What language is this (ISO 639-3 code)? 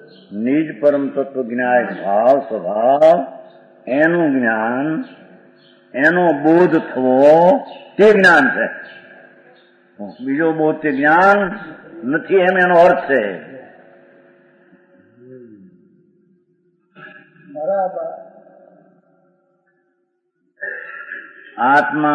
guj